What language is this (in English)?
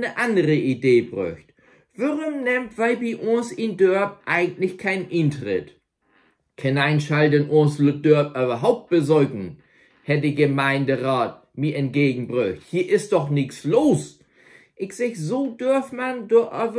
Low German